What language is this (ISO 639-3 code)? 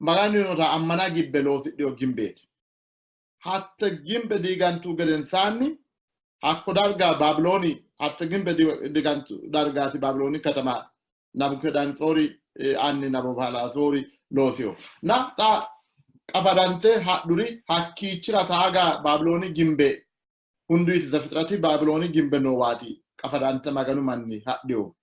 sid